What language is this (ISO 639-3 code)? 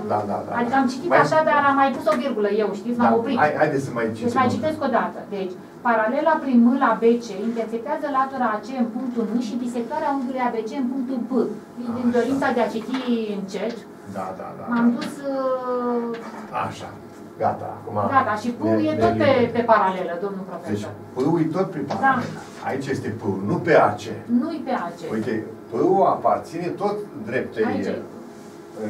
ron